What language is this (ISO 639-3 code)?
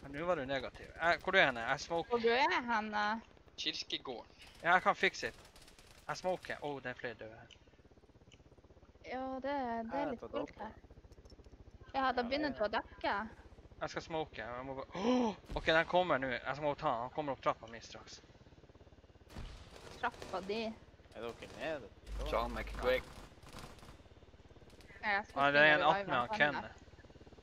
nor